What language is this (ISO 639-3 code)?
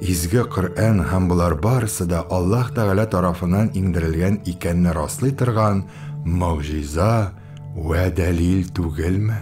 tat